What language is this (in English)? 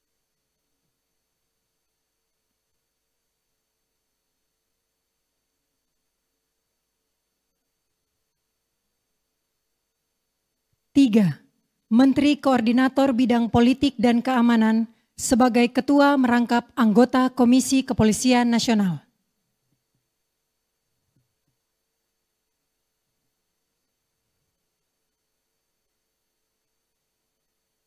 Indonesian